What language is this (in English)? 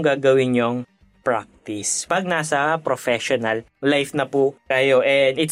Filipino